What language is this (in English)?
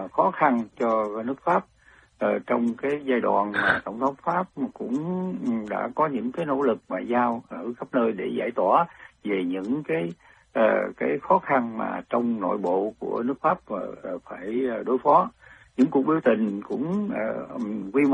Vietnamese